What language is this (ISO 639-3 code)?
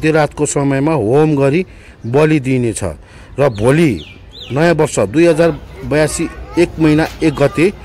nep